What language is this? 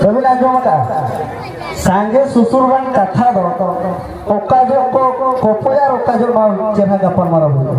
Santali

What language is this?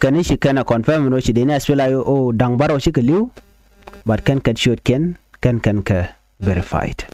Nuer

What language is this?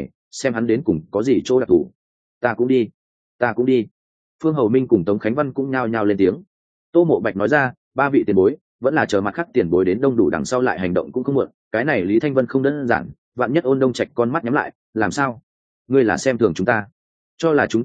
Vietnamese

